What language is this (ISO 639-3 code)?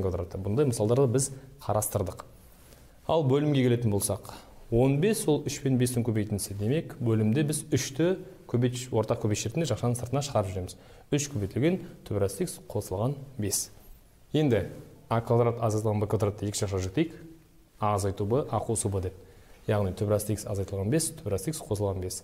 kaz